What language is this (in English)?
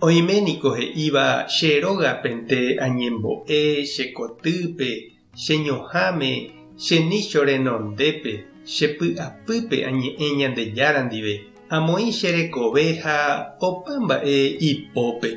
Guarani